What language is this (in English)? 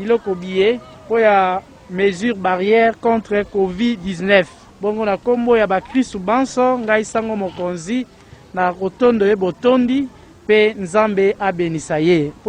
Lingala